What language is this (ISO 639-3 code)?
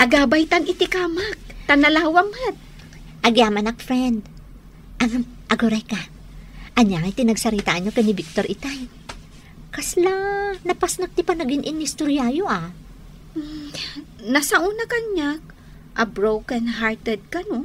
ilo